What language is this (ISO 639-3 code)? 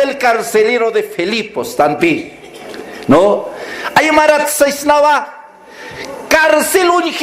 aym